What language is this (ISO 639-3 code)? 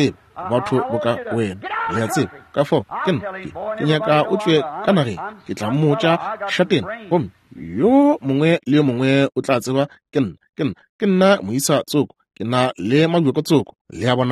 nso